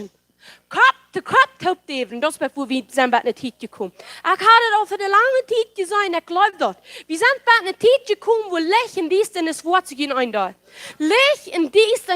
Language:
Plautdietsch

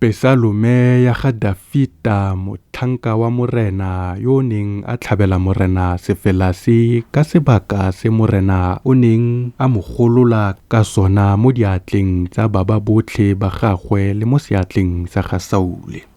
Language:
Tswana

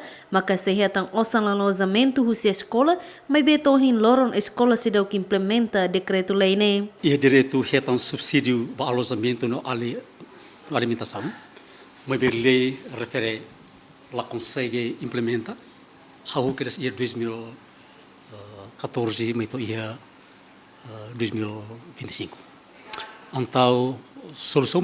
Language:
Tetum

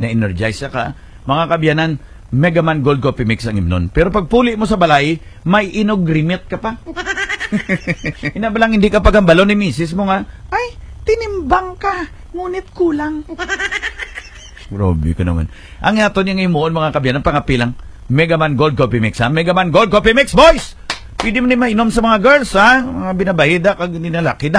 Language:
Hiligaynon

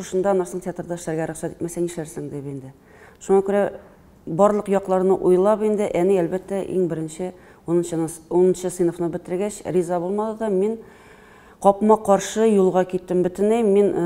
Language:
Tatar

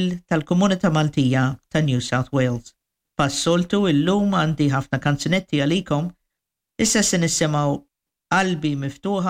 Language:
Maltese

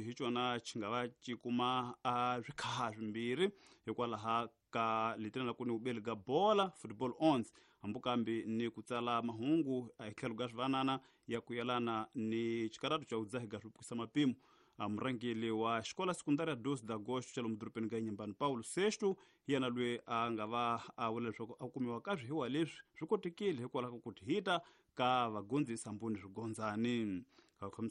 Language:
Tsonga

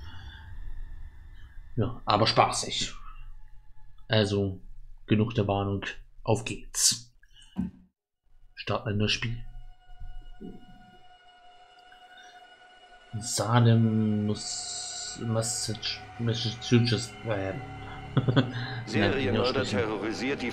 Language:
German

